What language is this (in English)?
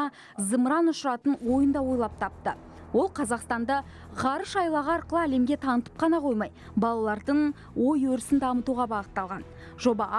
Kazakh